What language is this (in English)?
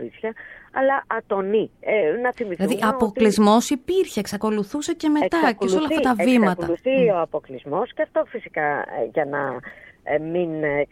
Greek